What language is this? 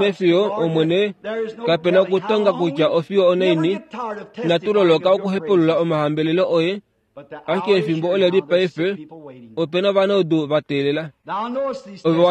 Kuanyama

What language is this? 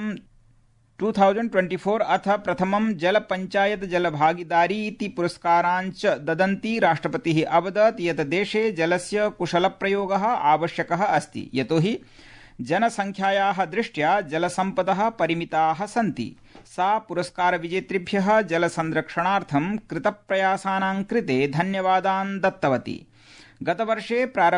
Sanskrit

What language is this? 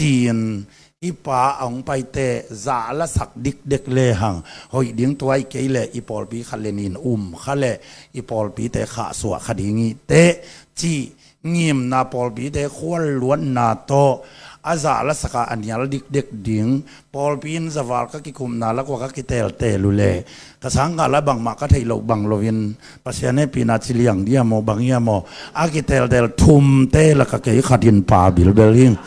Tedim Chin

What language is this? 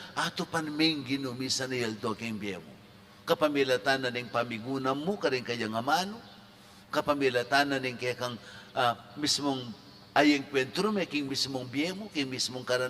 Pampanga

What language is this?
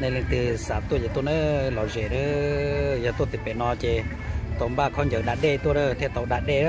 Hmong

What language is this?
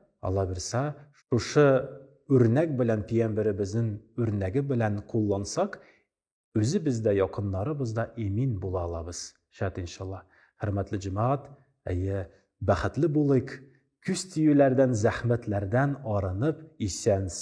Tatar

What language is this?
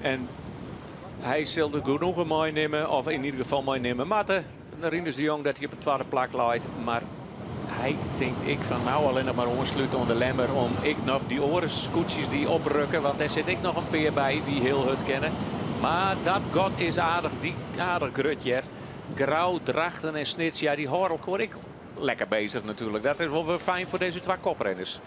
Western Frisian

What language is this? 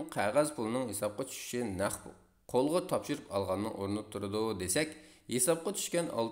Uyghur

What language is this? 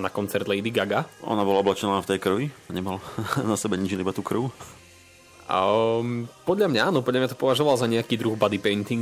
Slovak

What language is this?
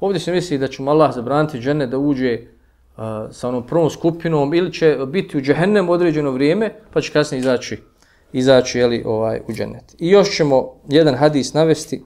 Bosnian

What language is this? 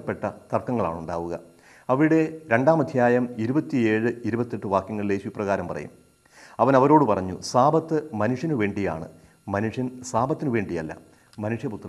Malayalam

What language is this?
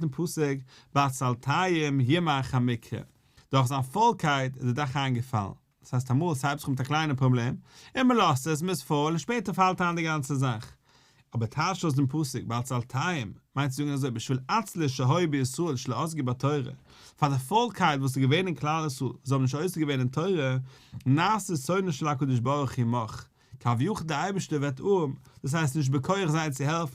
Yiddish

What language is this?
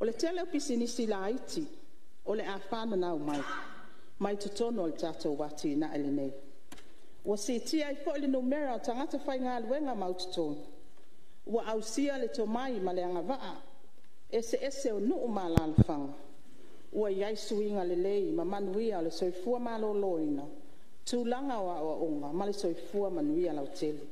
Samoan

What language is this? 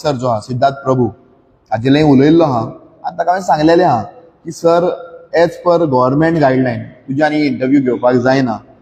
Konkani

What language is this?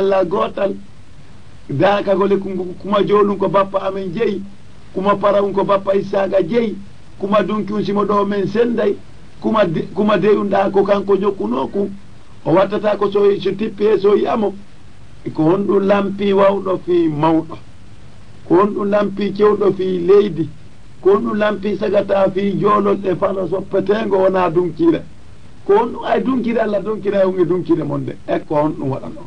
Fula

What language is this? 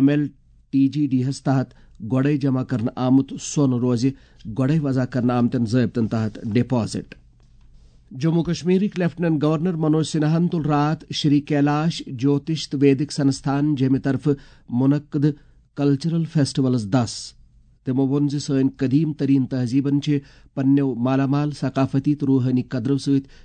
Kashmiri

